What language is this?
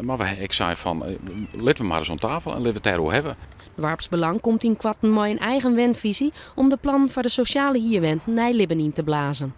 Western Frisian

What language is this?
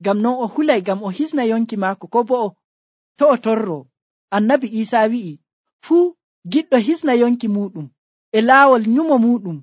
Nigerian Fulfulde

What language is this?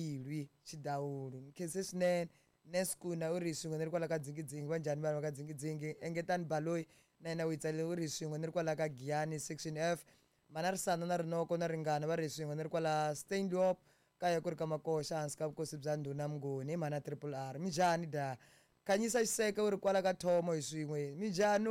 Tsonga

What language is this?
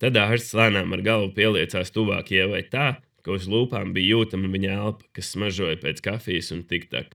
Latvian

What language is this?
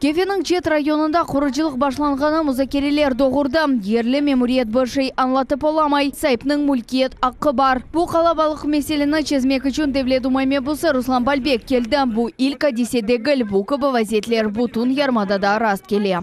Crimean Tatar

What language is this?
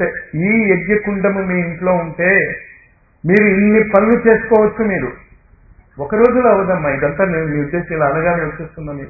Telugu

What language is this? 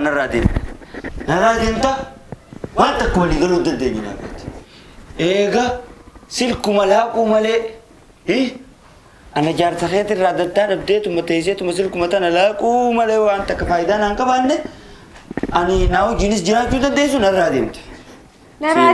Oromo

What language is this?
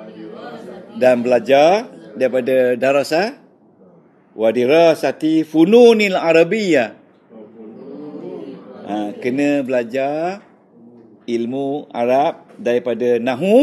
Malay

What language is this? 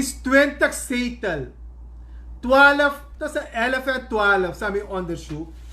Sranan Tongo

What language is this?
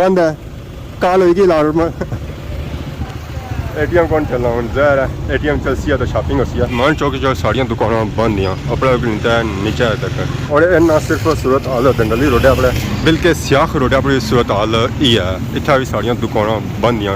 Pahari-Potwari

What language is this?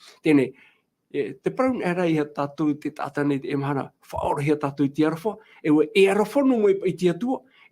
Tahitian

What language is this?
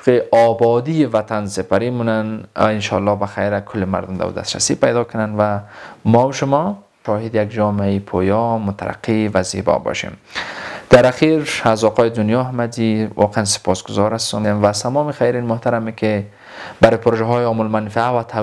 Persian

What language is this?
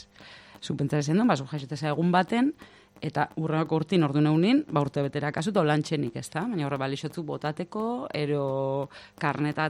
Basque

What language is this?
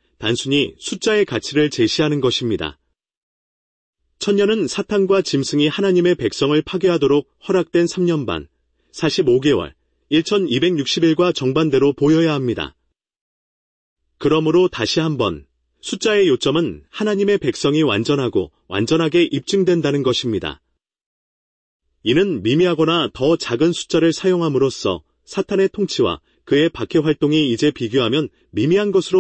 Korean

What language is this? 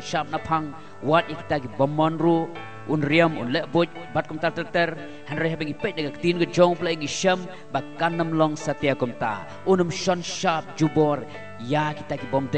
Khasi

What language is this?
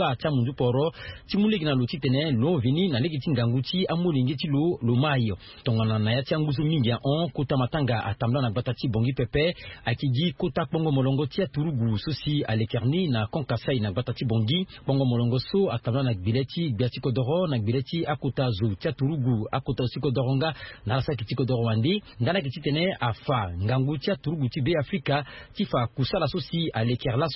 Sango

